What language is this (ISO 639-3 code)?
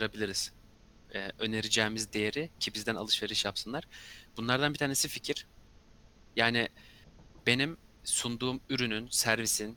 tur